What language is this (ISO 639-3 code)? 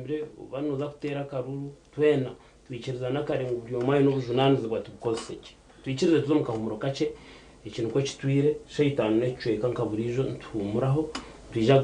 nyn